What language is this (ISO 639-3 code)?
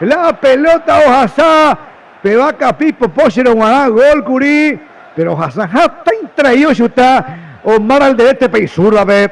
grn